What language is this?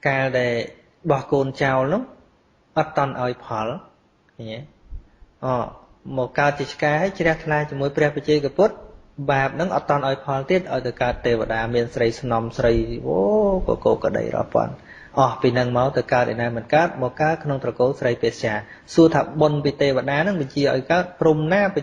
Khmer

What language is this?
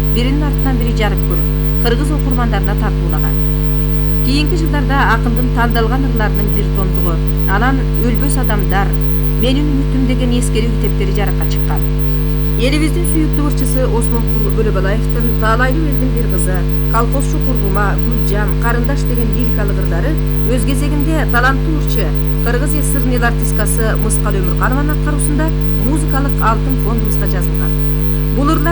Kyrgyz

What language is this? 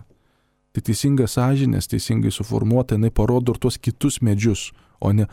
Lithuanian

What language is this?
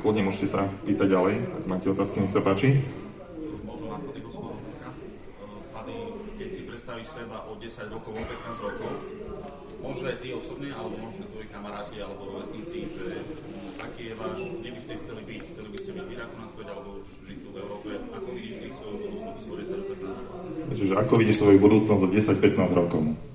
Slovak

